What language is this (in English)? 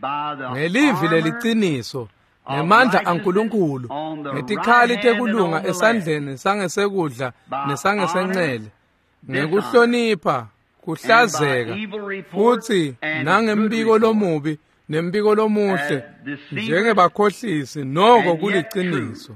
Swati